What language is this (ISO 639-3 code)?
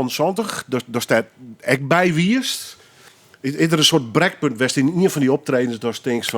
fry